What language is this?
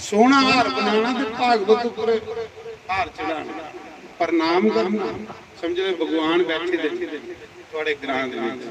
Dogri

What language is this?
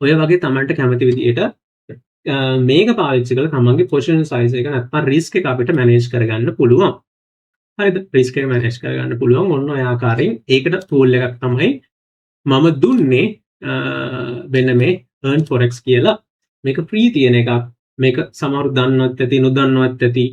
Sinhala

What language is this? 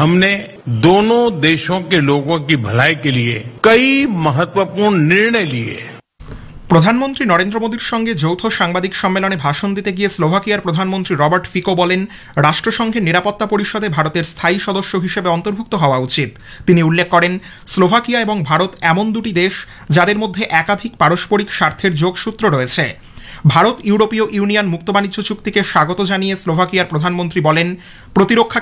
Bangla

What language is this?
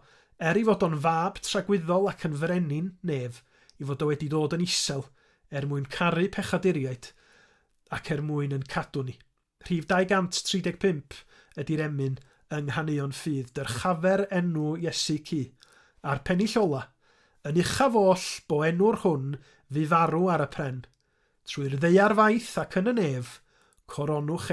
Welsh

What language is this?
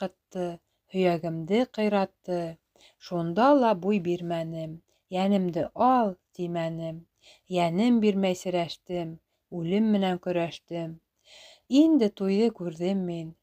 Bashkir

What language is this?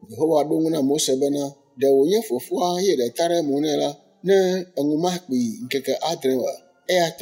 Ewe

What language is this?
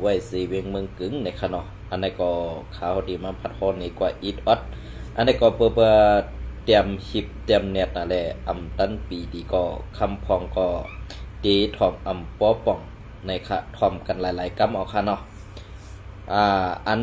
Shan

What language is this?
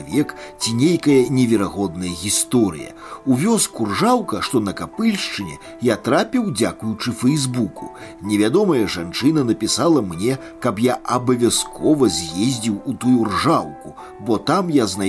Belarusian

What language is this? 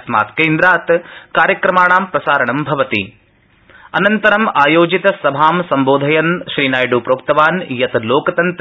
Sanskrit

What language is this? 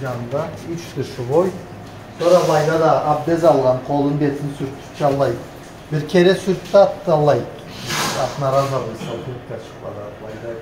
Karachay-Balkar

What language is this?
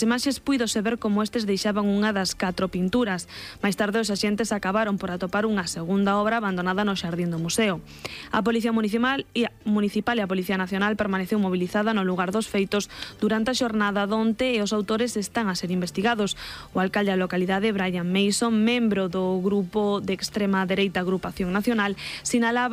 Galician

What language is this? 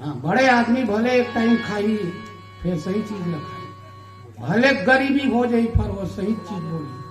Chhattisgarhi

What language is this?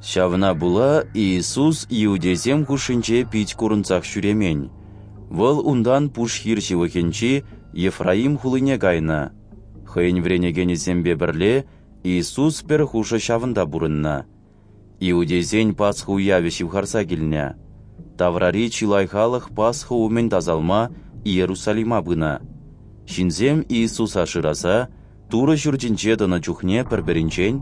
Chuvash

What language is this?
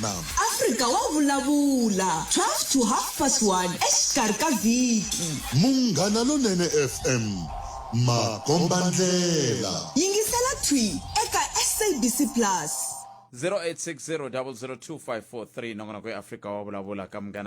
Tsonga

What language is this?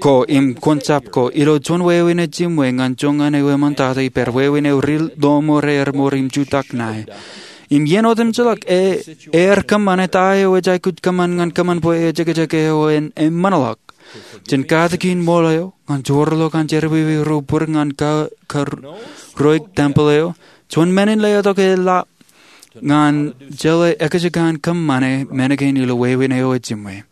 Marshallese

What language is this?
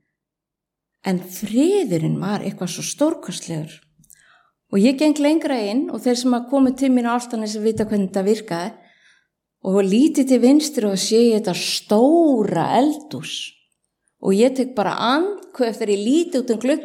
Icelandic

